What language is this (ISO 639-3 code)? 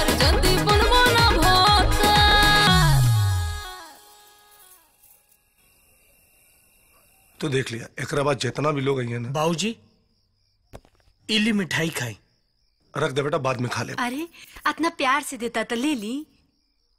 bho